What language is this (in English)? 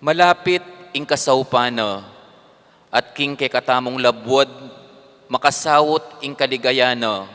Pampanga